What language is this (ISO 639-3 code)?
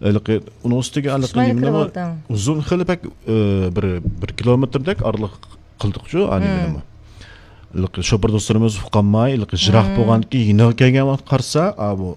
uig